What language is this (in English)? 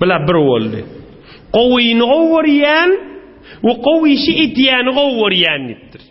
Turkmen